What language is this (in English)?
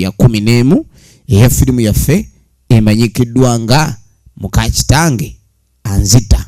Ganda